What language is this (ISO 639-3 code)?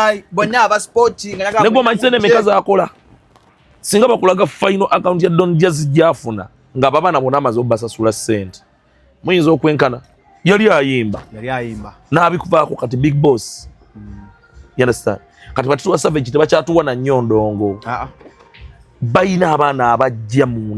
lug